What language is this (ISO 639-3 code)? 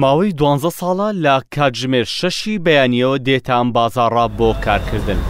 ckb